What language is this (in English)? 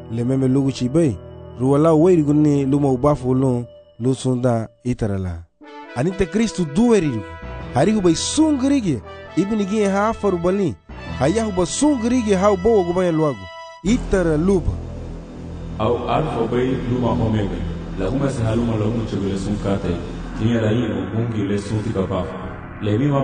Garifuna